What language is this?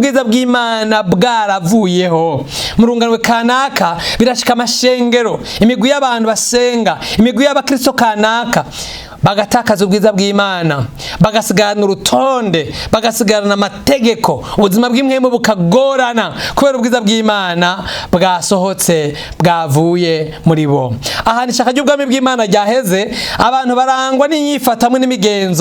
Rundi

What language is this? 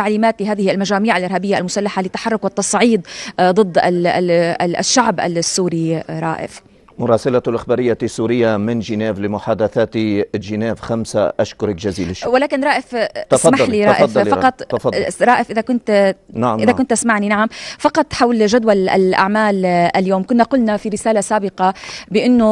Arabic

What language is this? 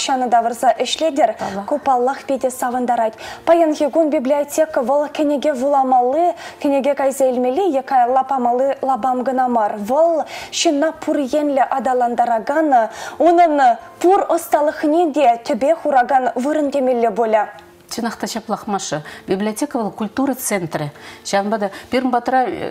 Chuvash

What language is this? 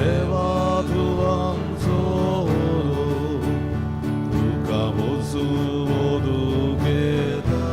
Konkani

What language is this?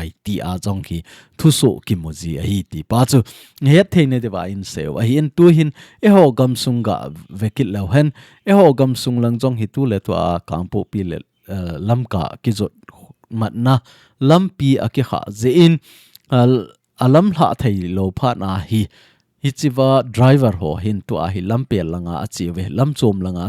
Thado Chin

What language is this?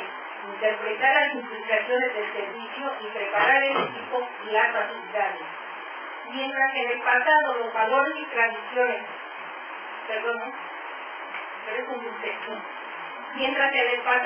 Spanish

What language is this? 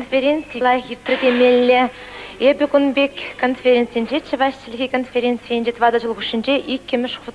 Chuvash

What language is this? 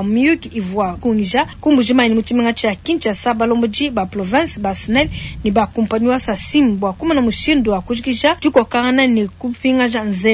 Luba-Lulua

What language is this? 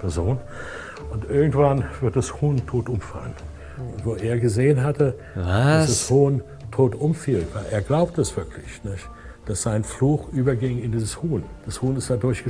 Swiss German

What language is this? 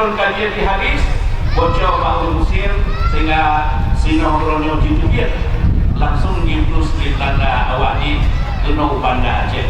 Achinese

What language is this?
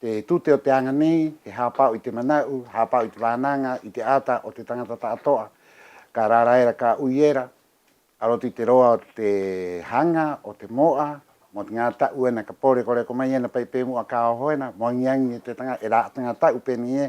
Rapanui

